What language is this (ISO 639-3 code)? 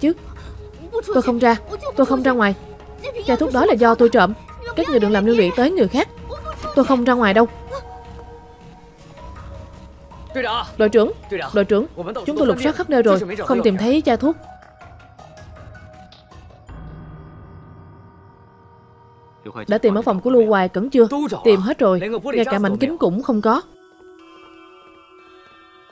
vie